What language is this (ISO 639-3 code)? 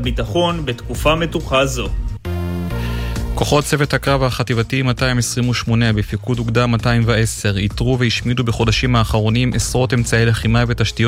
heb